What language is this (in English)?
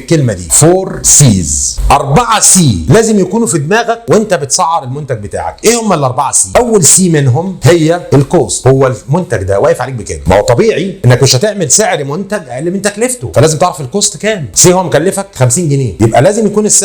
Egyptian Arabic